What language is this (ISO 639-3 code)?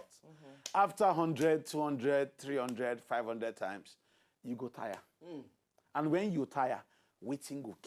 pcm